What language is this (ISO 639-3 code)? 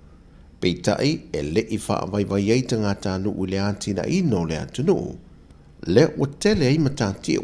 smo